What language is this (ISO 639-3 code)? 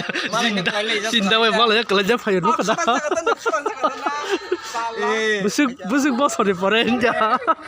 trp